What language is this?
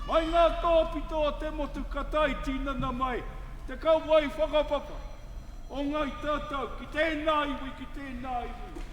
Māori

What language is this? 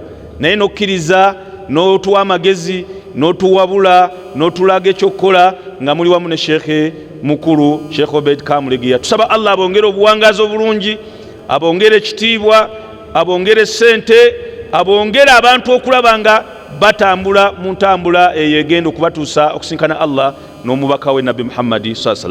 Ganda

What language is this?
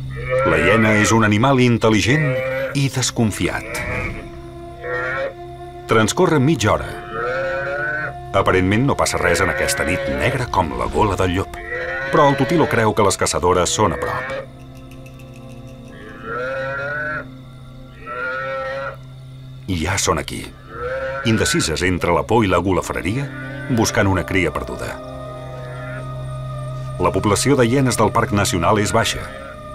Catalan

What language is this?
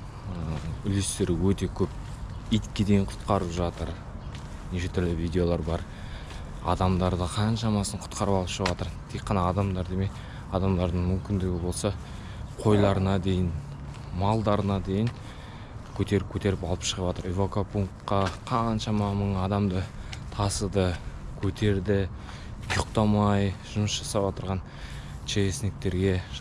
Kazakh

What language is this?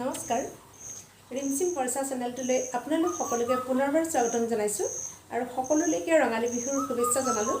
Assamese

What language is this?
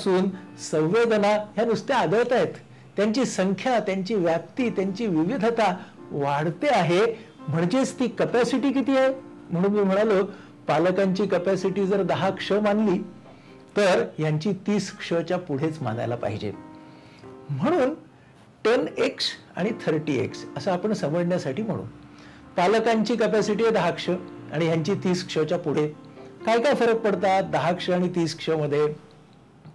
Marathi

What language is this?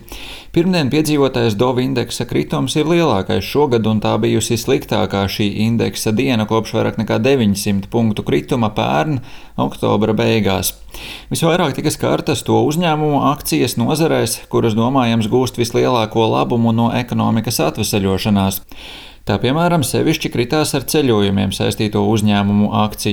Latvian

